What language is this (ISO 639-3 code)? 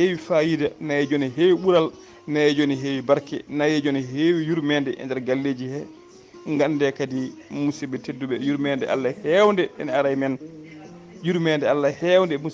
ful